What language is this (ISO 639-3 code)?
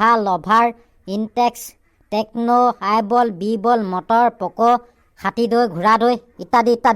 asm